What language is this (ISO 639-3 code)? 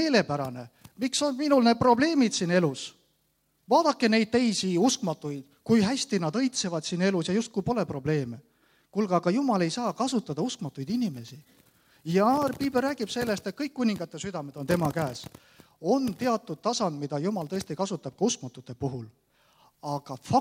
est